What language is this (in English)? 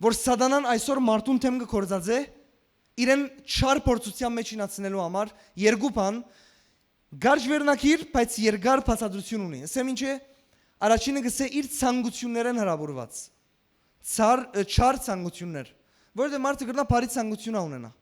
Western Armenian